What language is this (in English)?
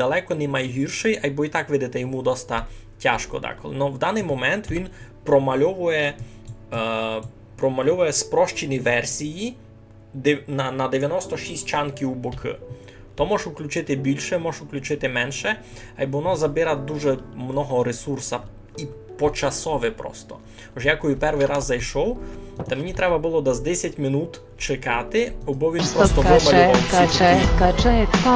Rusyn